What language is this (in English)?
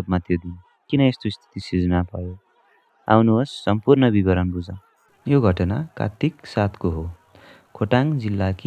Nepali